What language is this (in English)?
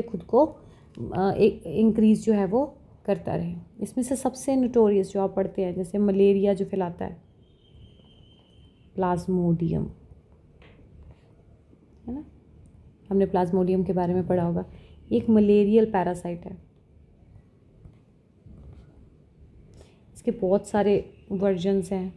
Hindi